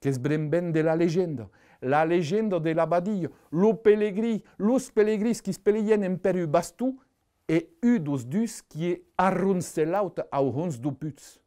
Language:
Occitan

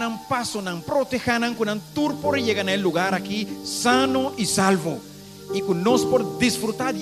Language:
Papiamento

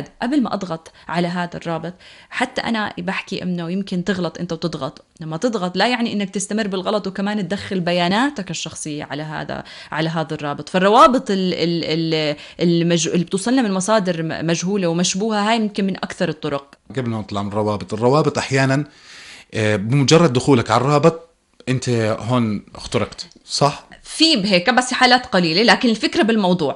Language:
North Levantine Arabic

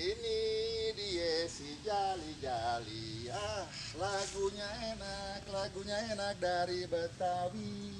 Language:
Betawi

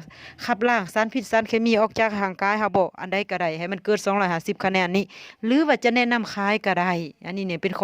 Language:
Lao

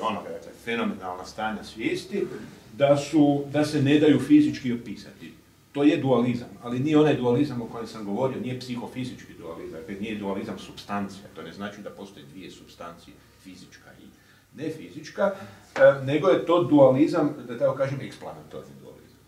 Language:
Croatian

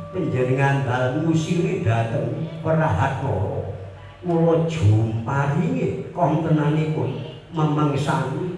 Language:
Javanese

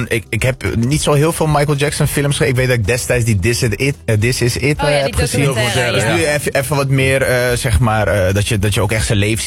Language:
Dutch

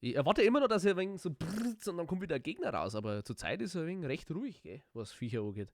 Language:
Bavarian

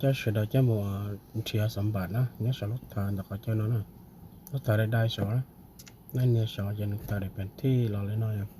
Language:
Hmong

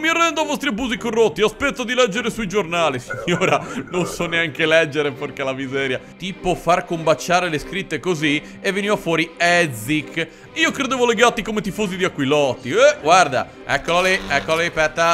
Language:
Italian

